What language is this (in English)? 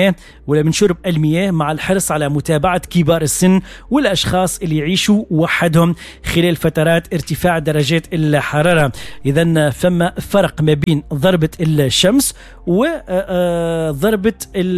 Tunisian Arabic